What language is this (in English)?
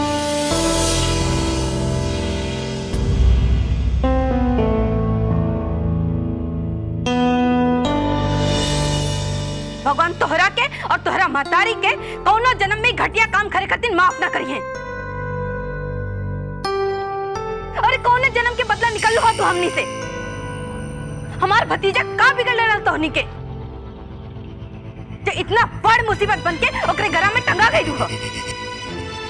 Bhojpuri